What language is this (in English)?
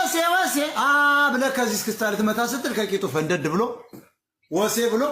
Amharic